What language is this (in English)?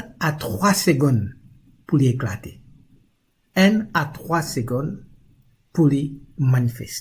Morisyen